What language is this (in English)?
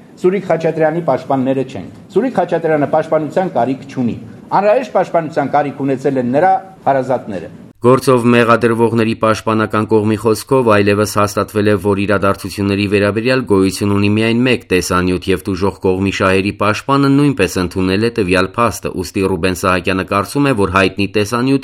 Armenian